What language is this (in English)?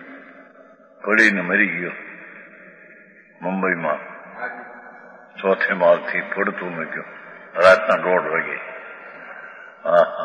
Gujarati